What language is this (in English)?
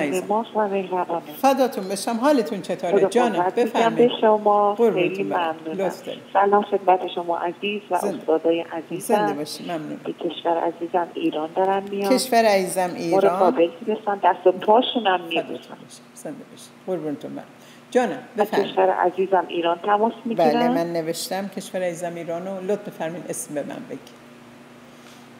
Persian